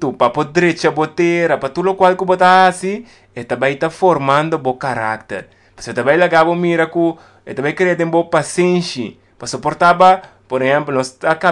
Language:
Papiamento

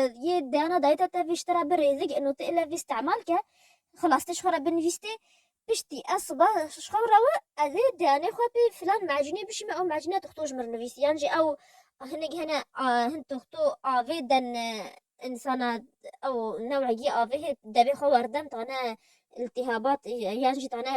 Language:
Kurdish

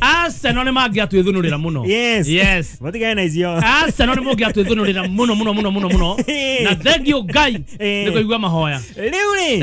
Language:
Kikuyu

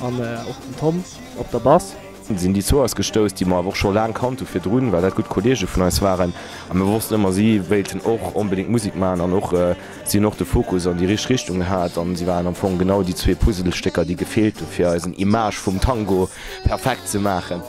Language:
Luxembourgish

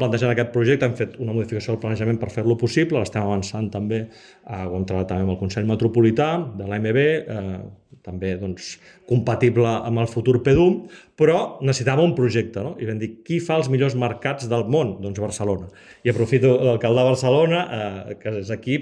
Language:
Catalan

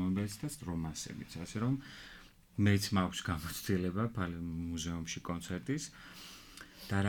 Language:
Georgian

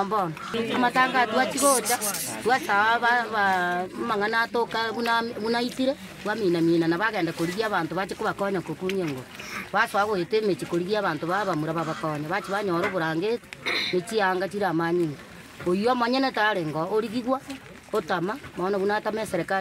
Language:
Gusii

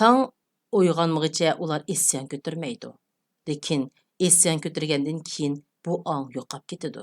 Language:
Uyghur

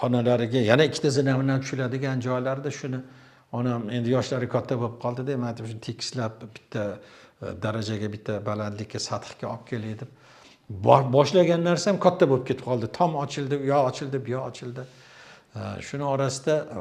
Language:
Uzbek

